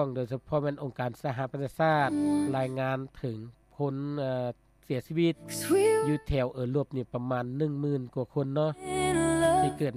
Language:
Lao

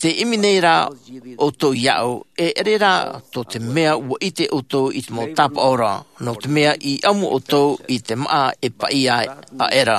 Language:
Tahitian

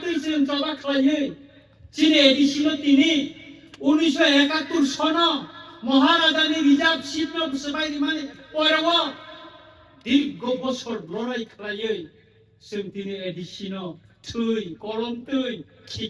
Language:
Kok Borok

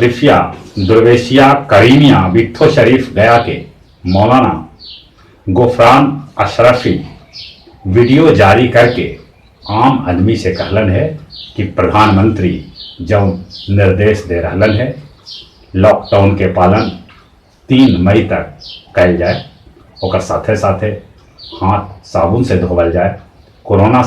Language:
Magahi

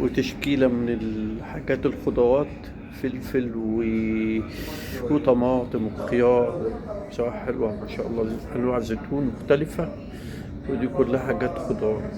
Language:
Egyptian Arabic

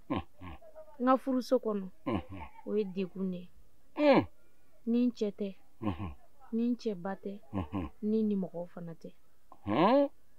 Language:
Bambara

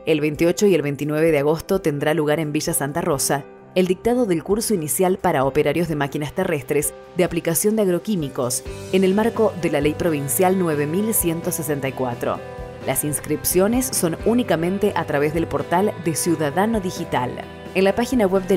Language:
Spanish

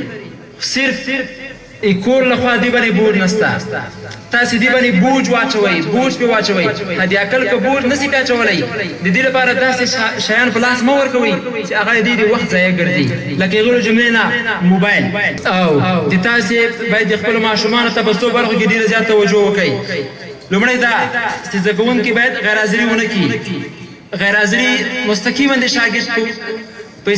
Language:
Pashto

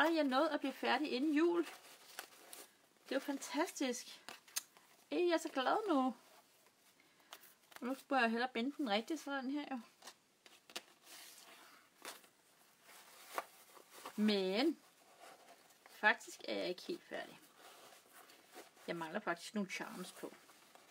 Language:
Danish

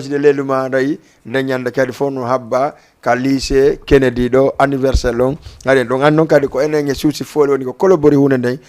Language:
Fula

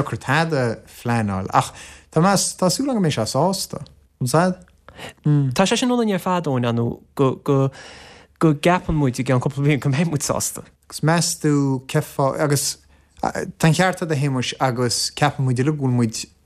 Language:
Irish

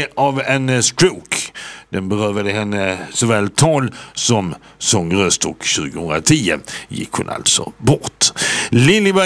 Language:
Swedish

